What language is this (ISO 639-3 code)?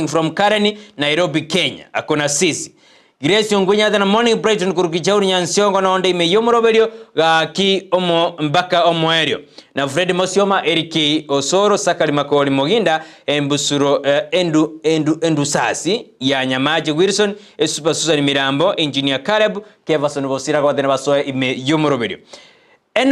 guz